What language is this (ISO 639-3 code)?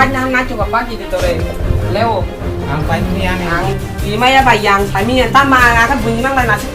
trp